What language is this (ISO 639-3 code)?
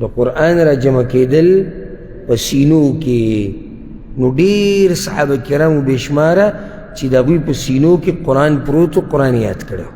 pus